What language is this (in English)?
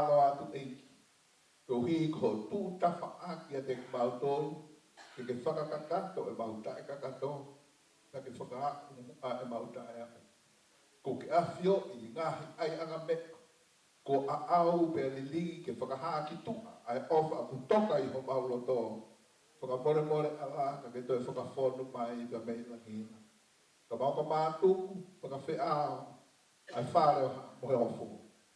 Tongan